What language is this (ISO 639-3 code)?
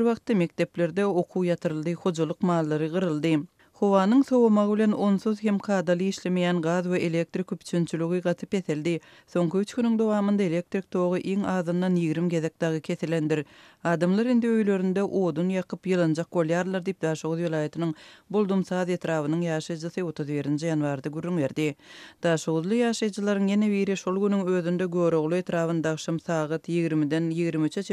tuk